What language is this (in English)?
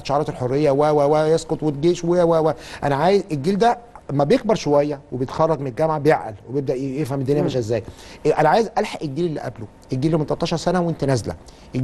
Egyptian Arabic